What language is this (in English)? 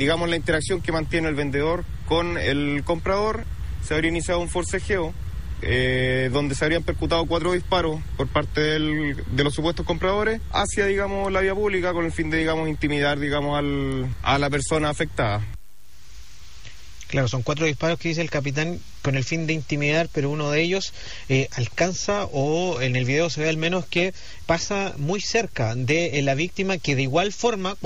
Spanish